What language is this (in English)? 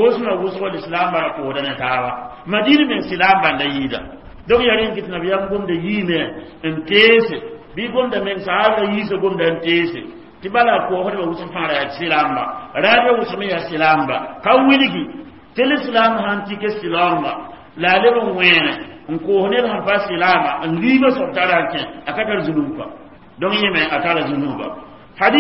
Mossi